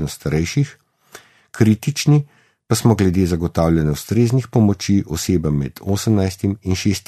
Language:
Slovenian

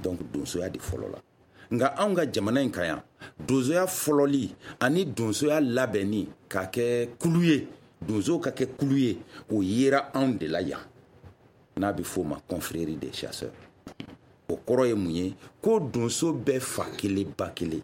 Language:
Bambara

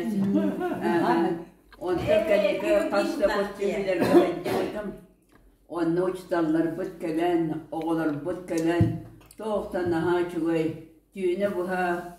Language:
Yakut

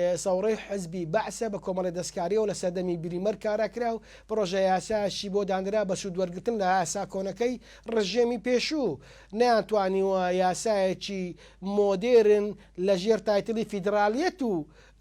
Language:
Central Kurdish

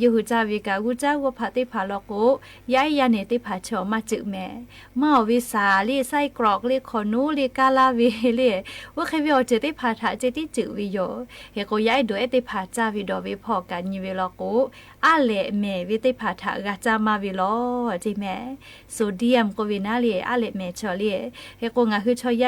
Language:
Lahu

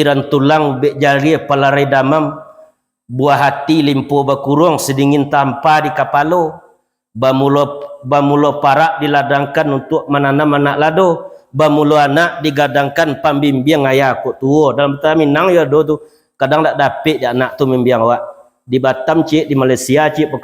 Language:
Minangkabau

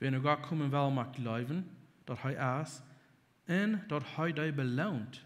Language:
Plautdietsch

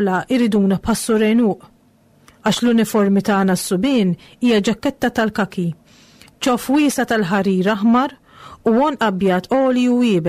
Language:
Maltese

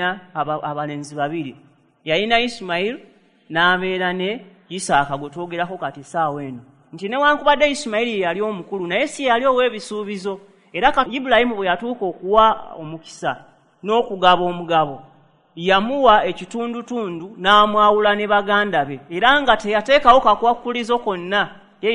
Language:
Ganda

